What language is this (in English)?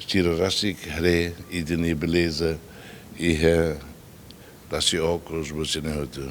Tetum